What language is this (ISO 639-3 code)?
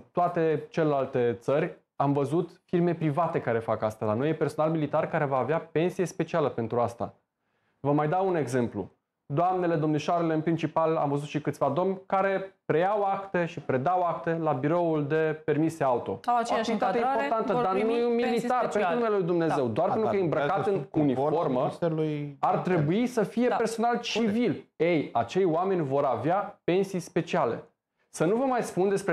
ron